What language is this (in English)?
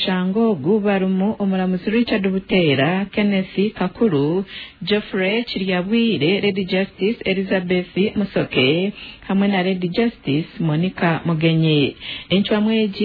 Nyankole